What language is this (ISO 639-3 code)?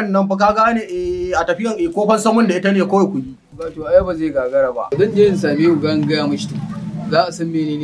hau